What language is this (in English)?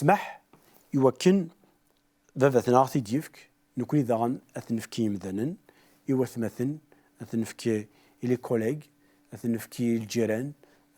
Kabyle